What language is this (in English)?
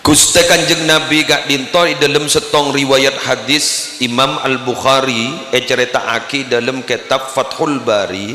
Madurese